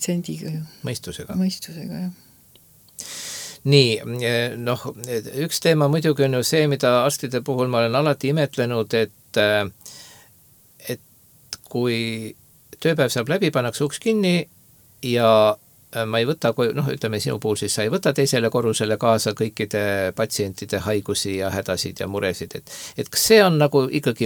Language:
Estonian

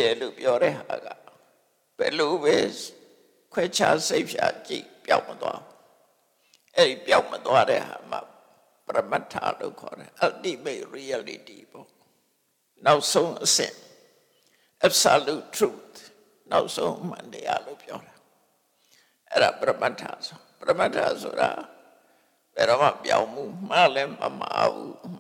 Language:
Burmese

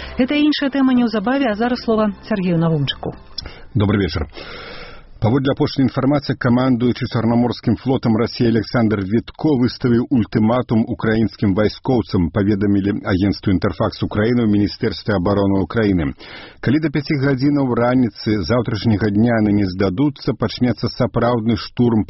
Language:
Belarusian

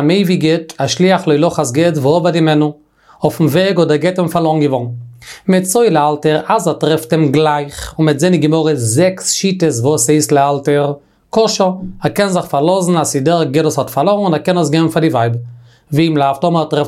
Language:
Yiddish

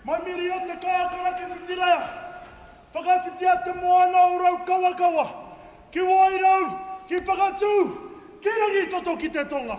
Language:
Māori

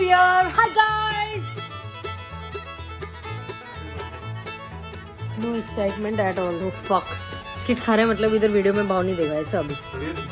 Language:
Hindi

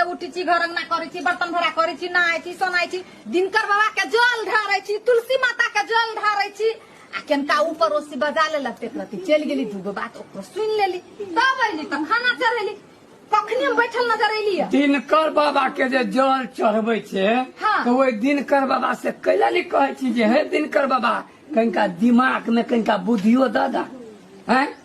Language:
Maithili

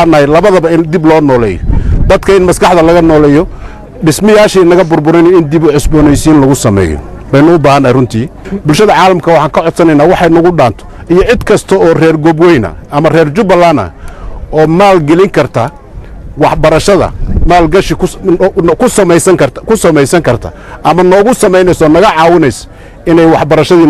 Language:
Somali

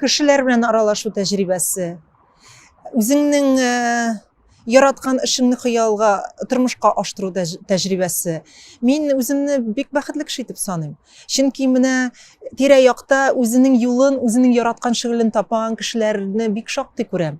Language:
Tatar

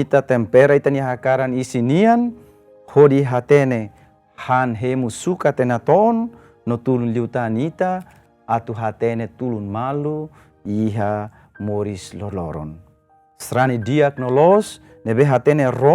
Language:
Tetum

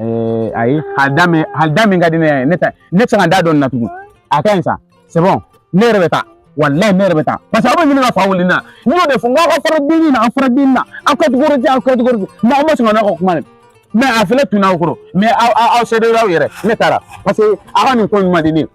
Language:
Bambara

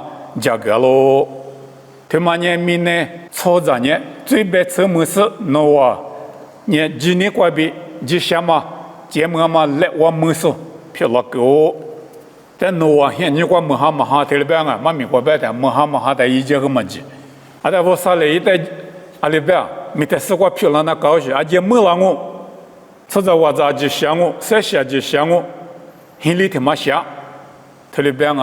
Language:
Lisu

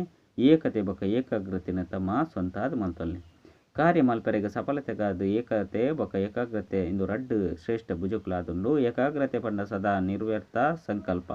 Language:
Tulu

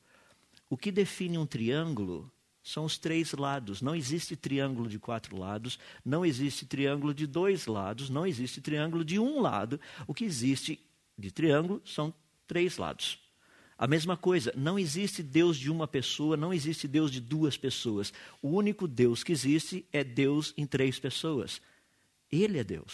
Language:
Portuguese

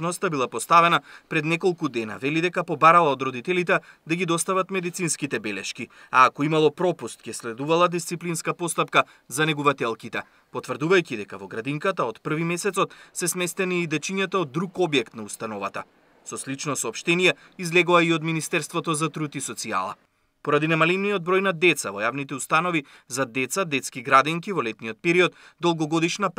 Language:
Macedonian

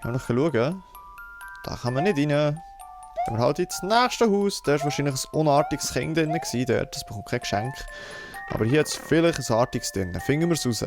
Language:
Swiss German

